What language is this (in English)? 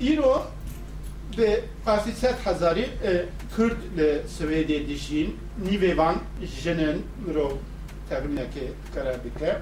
Kurdish